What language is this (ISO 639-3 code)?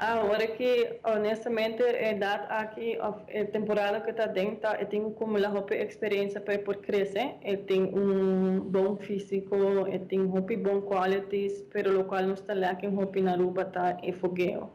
pap